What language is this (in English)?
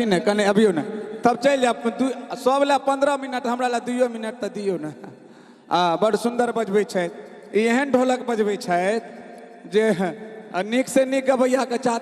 Maithili